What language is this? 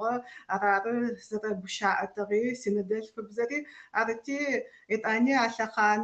Adyghe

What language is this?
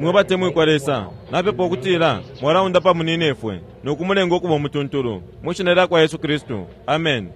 Bemba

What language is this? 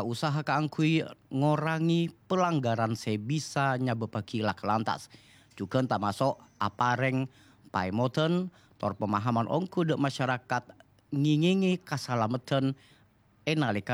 Madurese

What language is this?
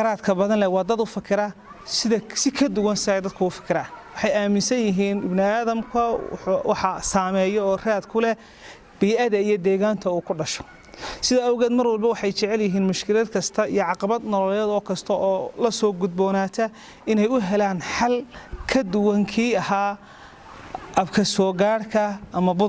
Somali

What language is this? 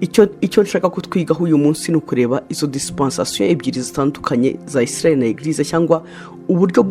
Kinyarwanda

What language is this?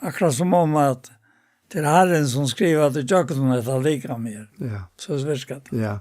Faroese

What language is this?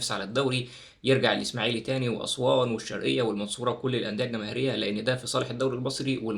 Egyptian Arabic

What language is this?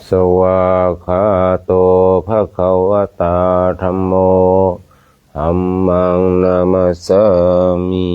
Pali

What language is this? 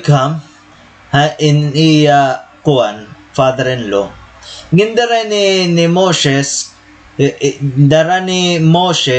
Waray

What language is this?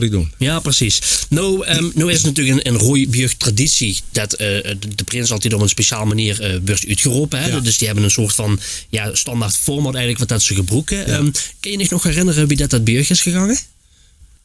Limburgish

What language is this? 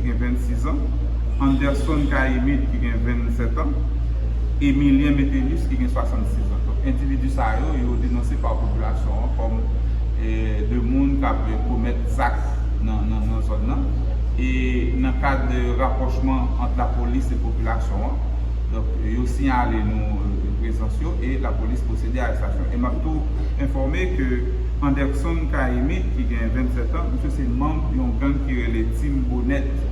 Haitian Creole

